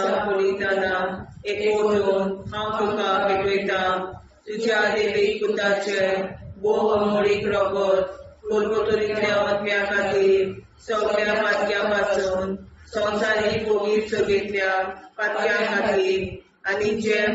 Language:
Konkani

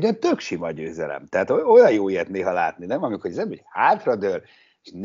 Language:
Hungarian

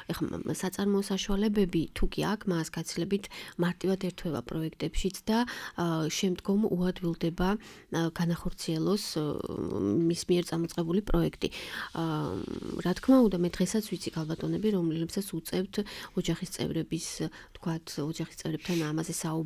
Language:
Georgian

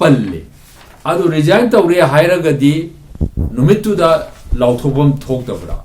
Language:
Manipuri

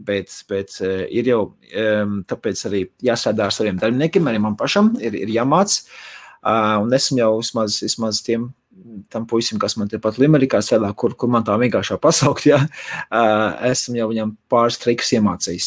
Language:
Latvian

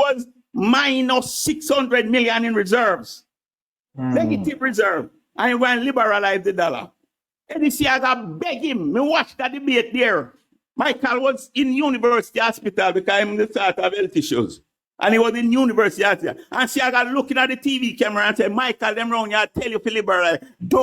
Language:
Jamaican Creole English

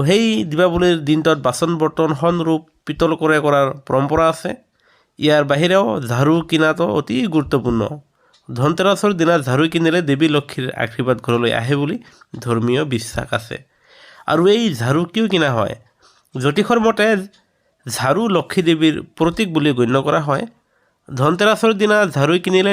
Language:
Assamese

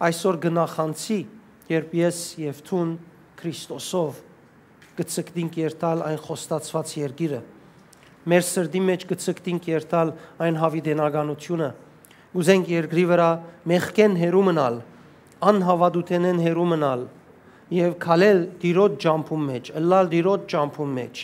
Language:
Western Armenian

